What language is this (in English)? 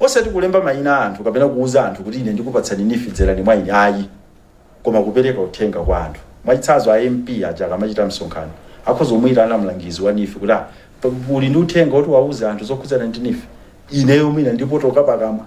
Nyanja